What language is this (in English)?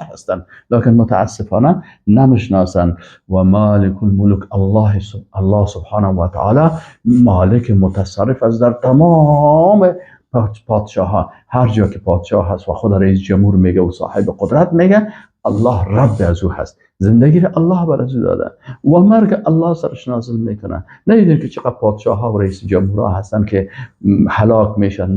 Persian